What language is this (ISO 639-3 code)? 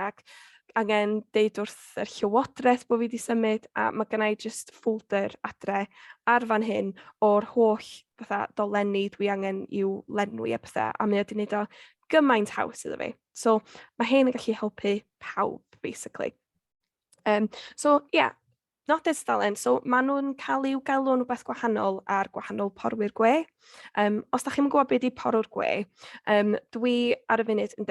cym